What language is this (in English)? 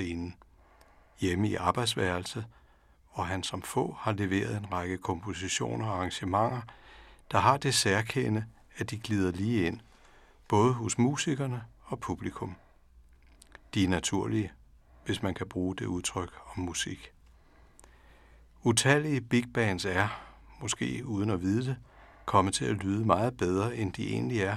Danish